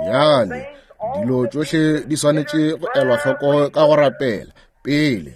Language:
Northern Sotho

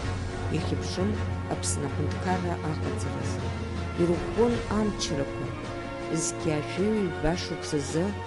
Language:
Abkhazian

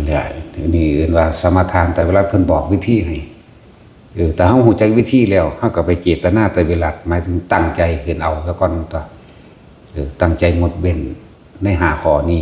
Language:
Northeastern Thai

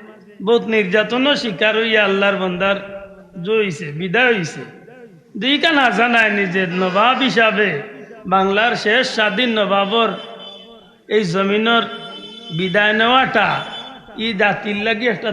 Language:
Sylheti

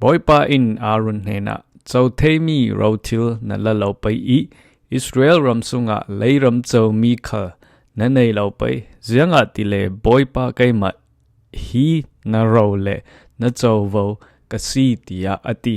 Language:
Falam Chin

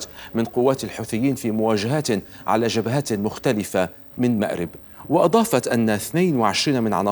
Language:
Arabic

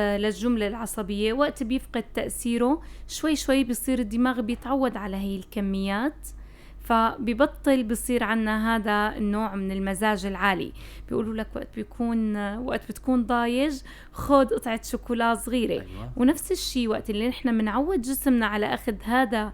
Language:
North Levantine Arabic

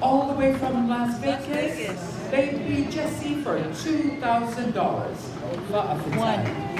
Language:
Samoan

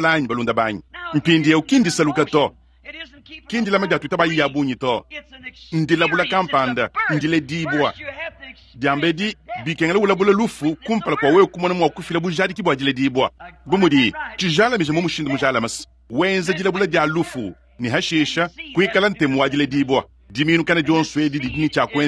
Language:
Luba-Lulua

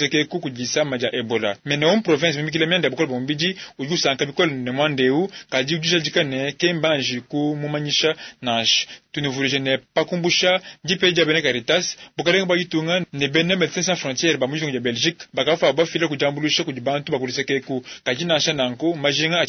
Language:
Luba-Lulua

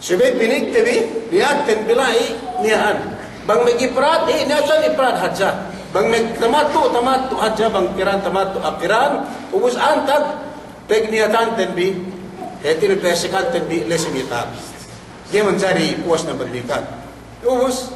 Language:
Yakan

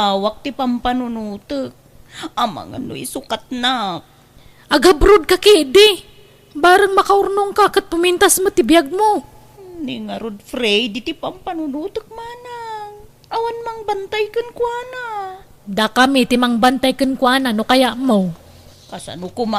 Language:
Iloko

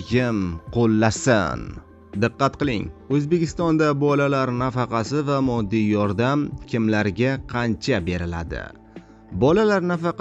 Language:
Uzbek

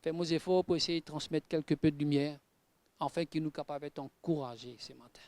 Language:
Morisyen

